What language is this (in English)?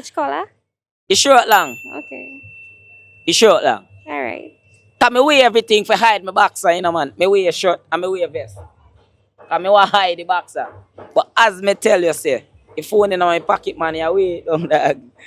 Jamaican Creole English